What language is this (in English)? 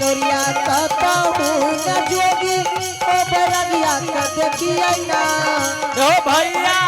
Angika